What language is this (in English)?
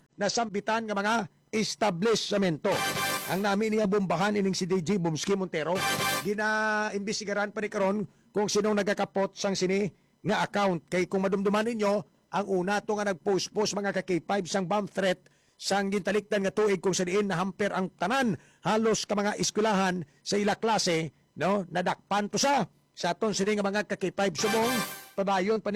Hiligaynon